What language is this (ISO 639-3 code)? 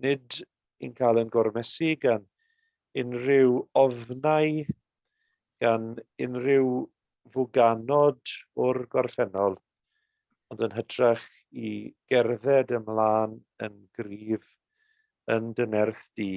cym